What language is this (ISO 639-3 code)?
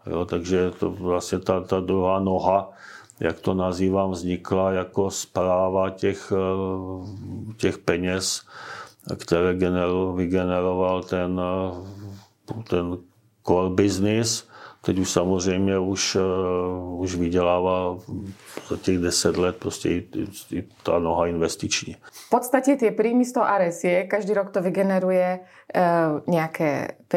ces